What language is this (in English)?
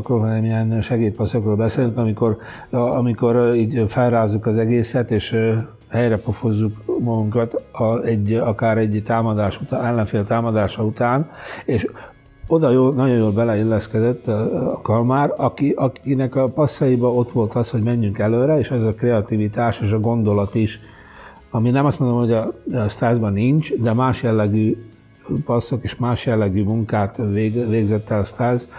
Hungarian